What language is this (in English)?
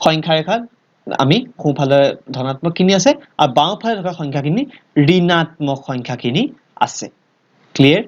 Assamese